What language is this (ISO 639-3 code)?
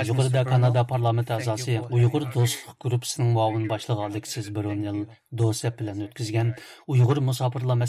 uig